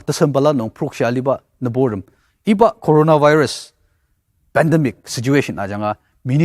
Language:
Ao Naga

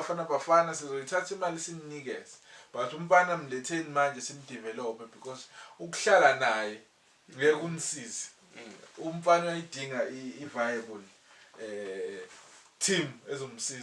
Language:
Zulu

